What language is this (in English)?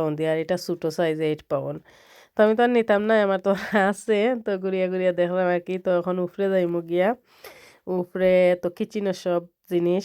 Sylheti